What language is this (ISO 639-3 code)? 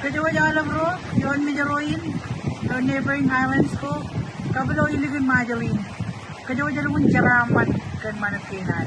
mah